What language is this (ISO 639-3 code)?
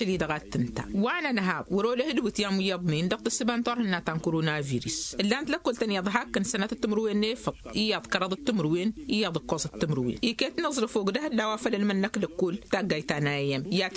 taq